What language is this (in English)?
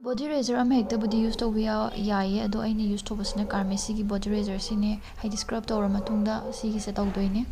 Manipuri